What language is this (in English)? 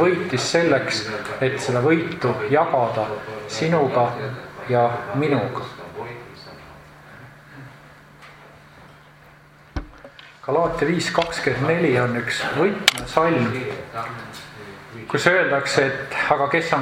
Estonian